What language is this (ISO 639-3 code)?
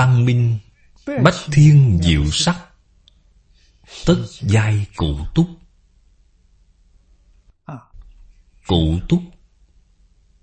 vie